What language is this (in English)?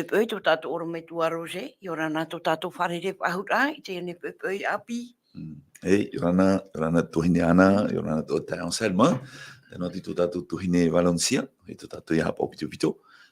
Tahitian